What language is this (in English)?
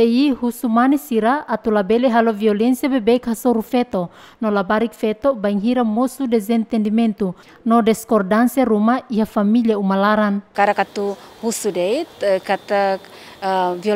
Tetum